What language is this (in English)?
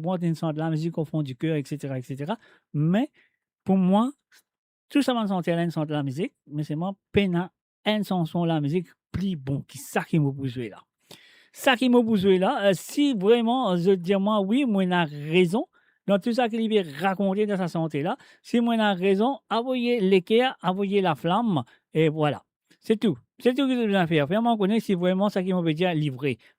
Morisyen